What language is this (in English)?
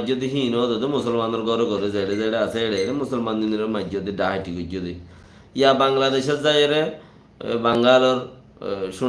Rohingya